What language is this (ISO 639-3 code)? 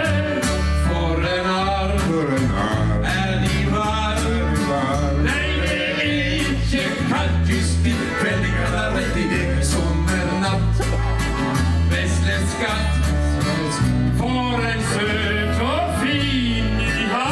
nor